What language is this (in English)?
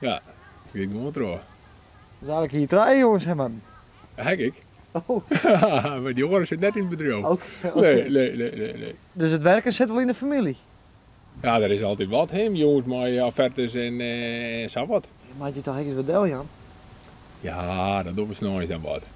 Western Frisian